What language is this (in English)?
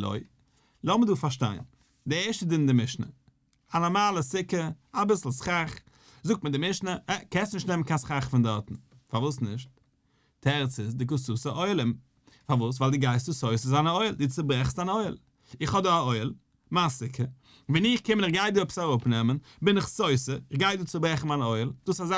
Yiddish